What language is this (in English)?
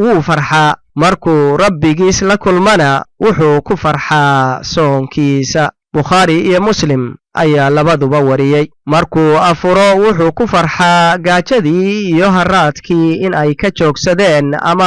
Somali